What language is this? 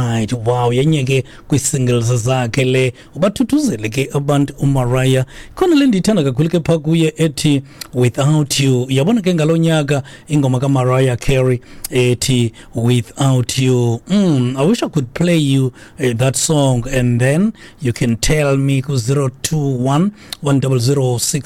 Xhosa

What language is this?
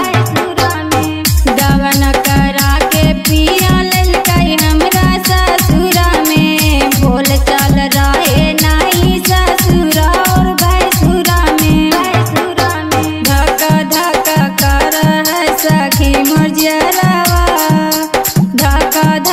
Bhojpuri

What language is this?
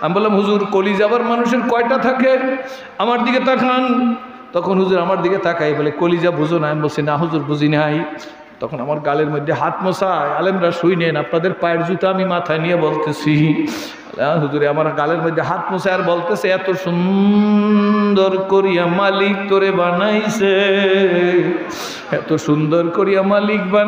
Bangla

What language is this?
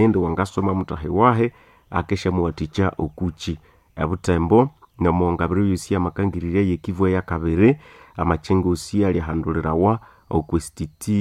Nande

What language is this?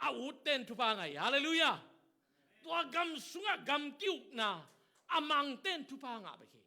Tedim Chin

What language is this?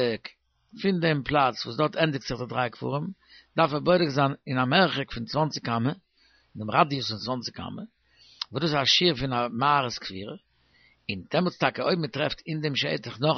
Yiddish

